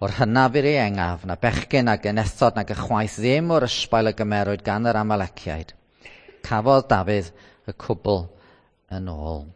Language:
Welsh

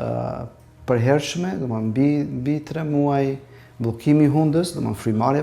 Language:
Albanian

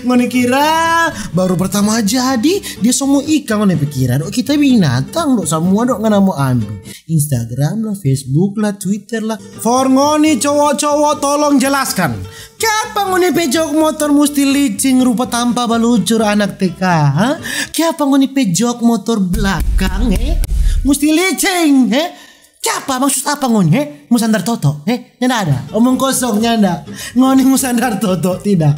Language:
Manado Malay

